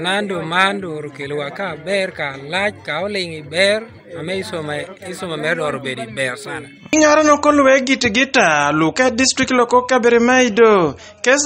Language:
Teso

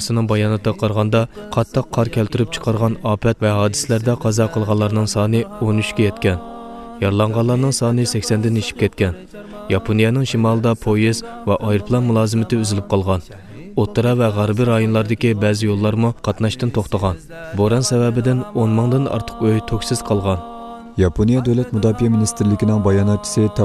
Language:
Uyghur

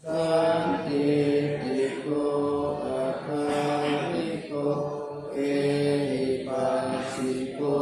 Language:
Pali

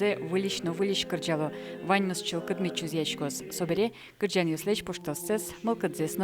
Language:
Udmurt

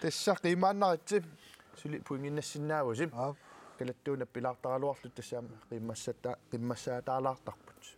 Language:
Kalaallisut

